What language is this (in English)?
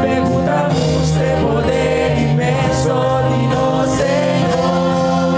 Papiamento